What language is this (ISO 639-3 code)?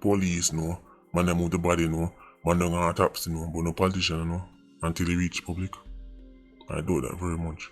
jam